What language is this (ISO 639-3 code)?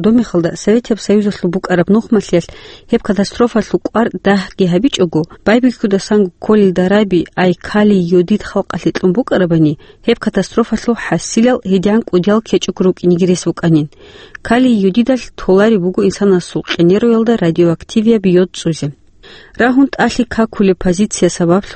ava